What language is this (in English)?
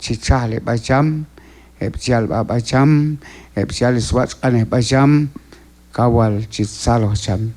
Q'anjob'al